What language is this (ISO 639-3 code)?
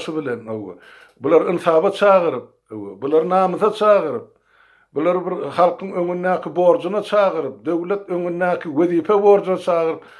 tuk